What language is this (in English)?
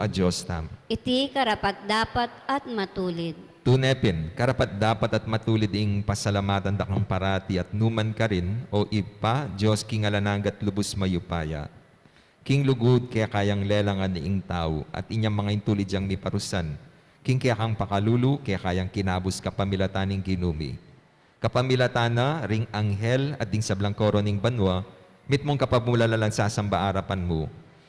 Pampanga